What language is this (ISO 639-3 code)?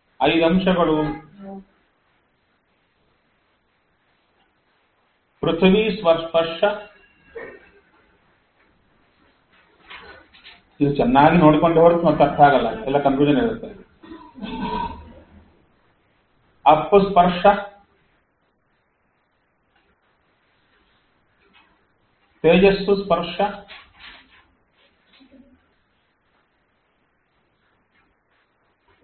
kan